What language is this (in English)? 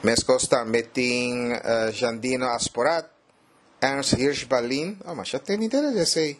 Papiamento